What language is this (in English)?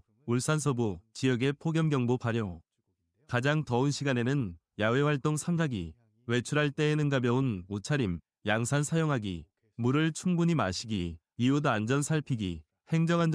Korean